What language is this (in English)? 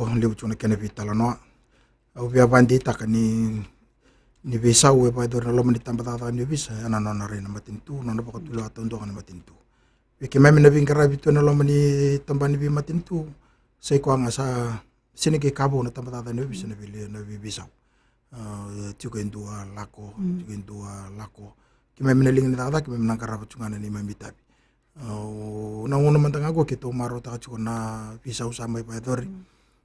Fijian